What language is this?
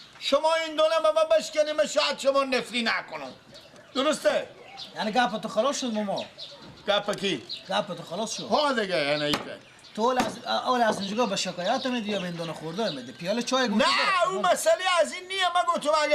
Persian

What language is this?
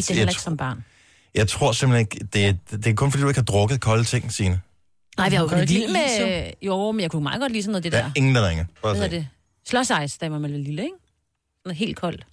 Danish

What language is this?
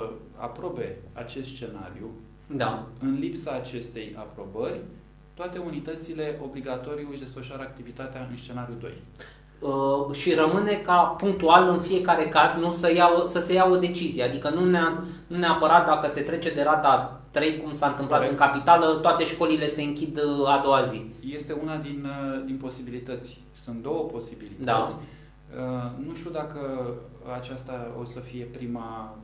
Romanian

